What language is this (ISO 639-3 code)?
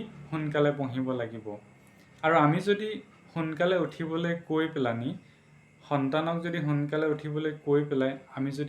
asm